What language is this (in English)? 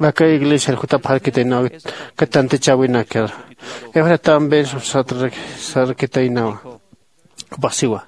Aymara